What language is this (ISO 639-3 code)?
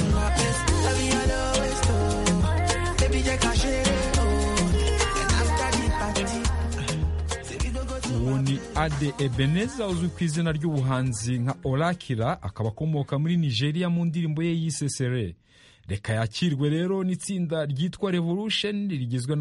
kin